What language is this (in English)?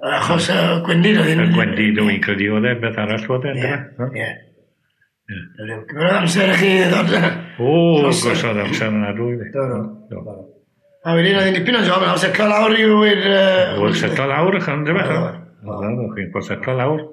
Welsh